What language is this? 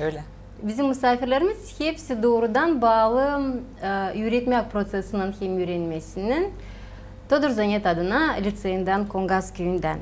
Gagauz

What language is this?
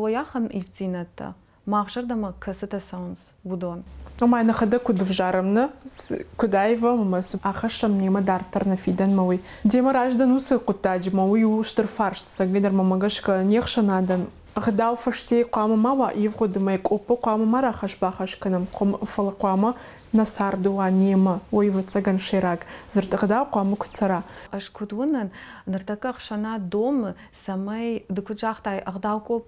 Ossetic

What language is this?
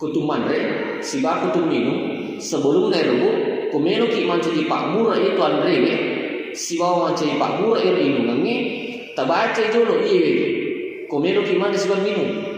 Buginese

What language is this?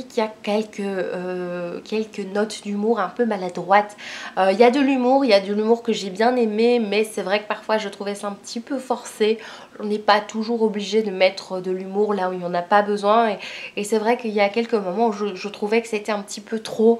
French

